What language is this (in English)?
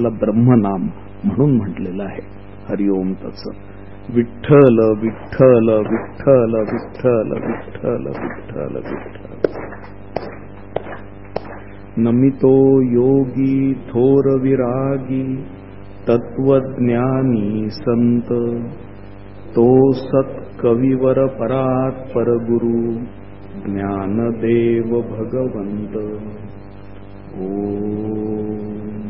Marathi